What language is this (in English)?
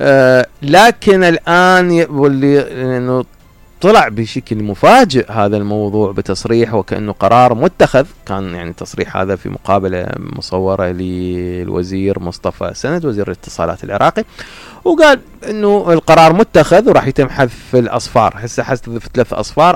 Mesopotamian Arabic